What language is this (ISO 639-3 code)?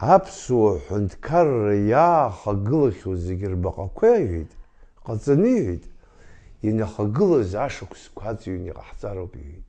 abk